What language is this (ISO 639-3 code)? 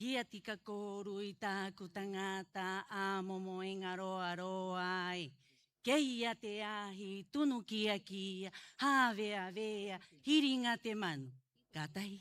rap